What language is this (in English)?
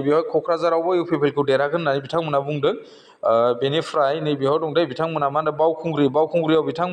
Bodo